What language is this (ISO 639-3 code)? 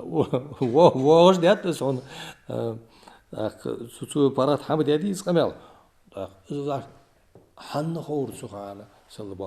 inh